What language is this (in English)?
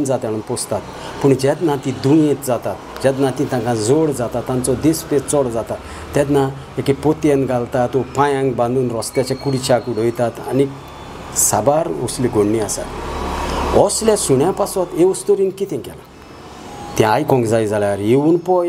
Konkani